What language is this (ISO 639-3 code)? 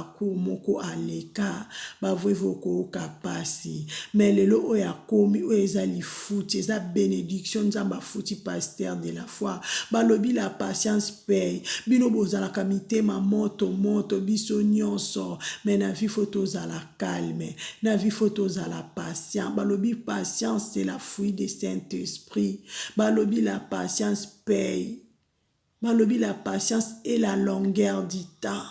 lin